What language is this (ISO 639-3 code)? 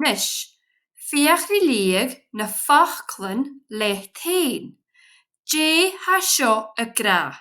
gla